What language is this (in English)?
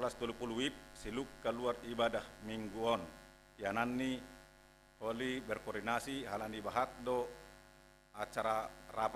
Batak Simalungun